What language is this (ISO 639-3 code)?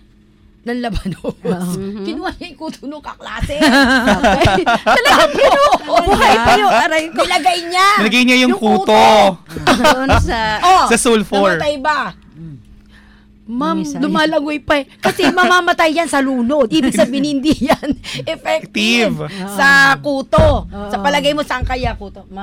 fil